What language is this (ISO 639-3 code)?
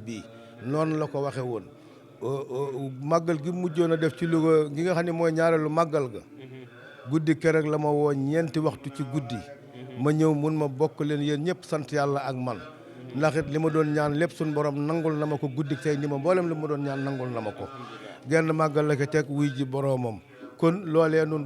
wol